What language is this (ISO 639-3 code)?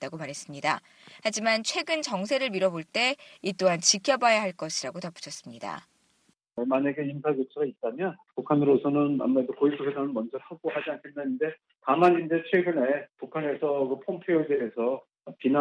kor